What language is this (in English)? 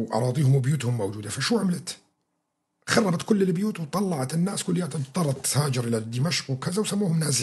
North Levantine Arabic